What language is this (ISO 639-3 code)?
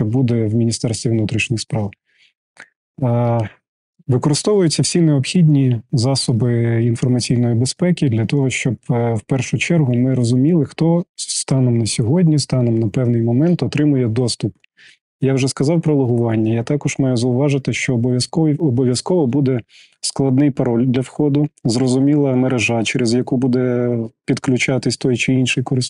ukr